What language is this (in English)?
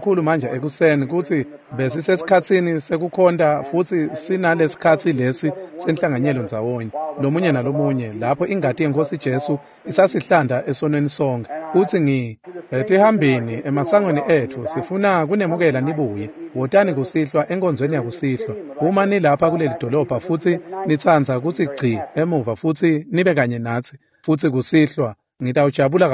Swati